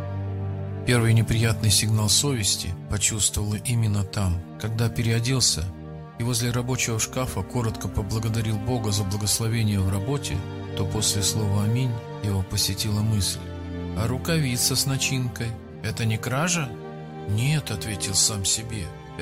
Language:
Russian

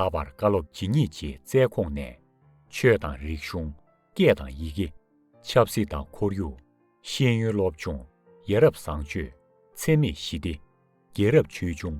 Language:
Tibetan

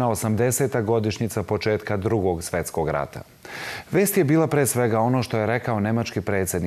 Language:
Serbian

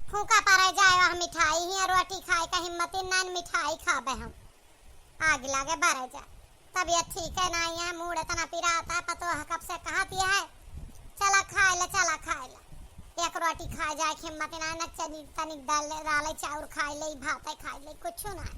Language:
Awadhi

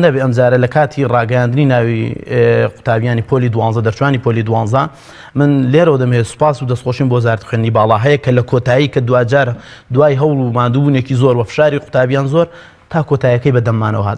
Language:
Central Kurdish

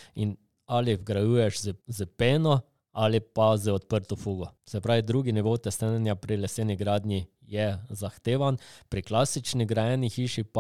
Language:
Slovenian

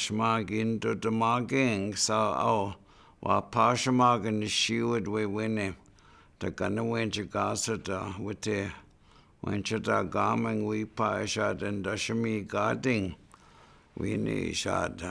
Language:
Chippewa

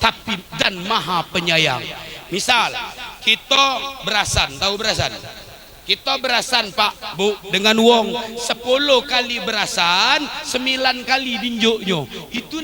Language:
Musi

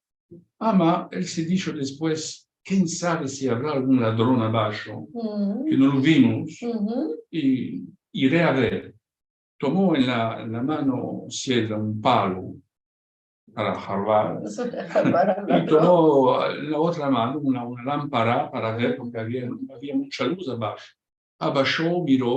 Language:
Ladino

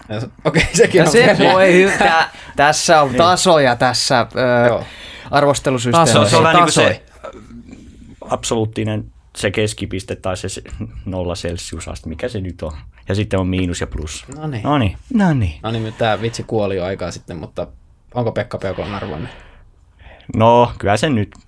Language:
Finnish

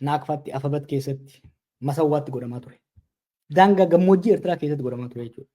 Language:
Oromo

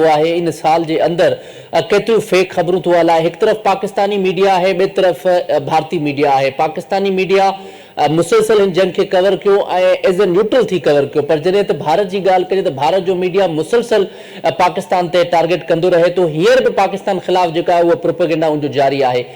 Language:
Sindhi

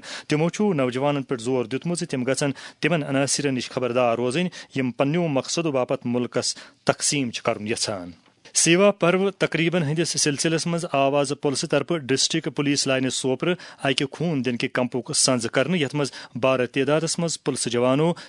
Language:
Kashmiri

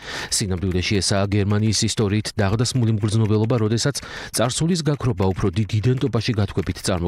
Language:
Georgian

